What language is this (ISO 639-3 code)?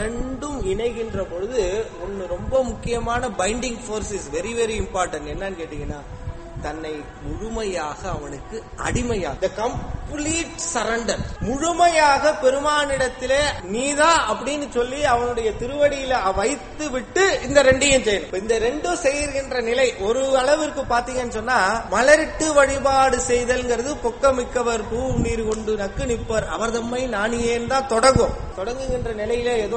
tam